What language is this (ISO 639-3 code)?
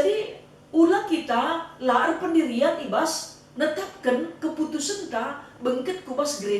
btx